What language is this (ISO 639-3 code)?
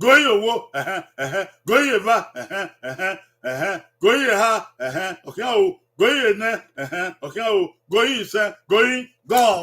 bin